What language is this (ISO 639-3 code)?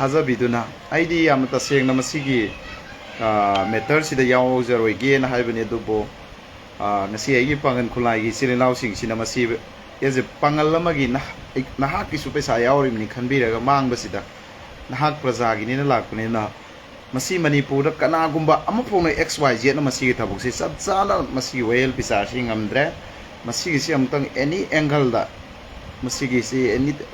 mni